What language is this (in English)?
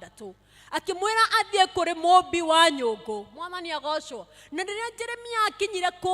Kikuyu